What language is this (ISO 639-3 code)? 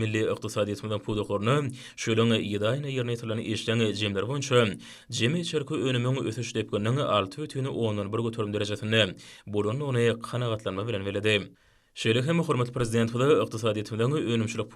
tuk